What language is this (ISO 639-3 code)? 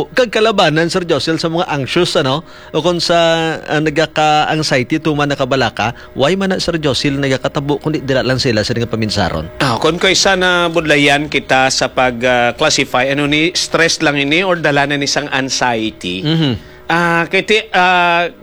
hil